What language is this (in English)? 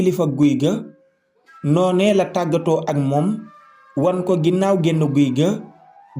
Wolof